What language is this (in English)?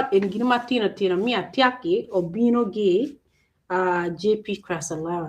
Acoli